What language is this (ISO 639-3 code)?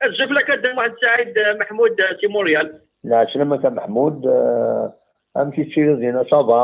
kab